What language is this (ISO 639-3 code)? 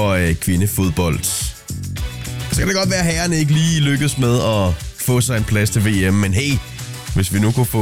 dan